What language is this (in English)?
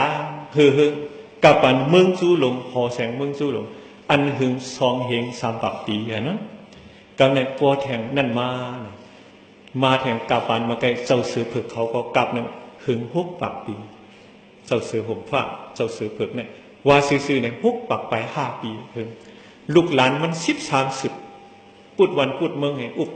Shan